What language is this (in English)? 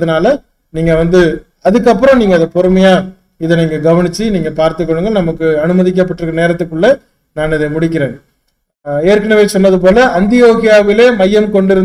Tamil